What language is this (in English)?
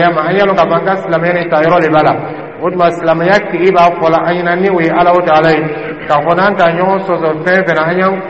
Dyula